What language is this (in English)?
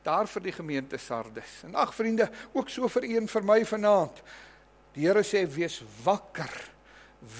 Afrikaans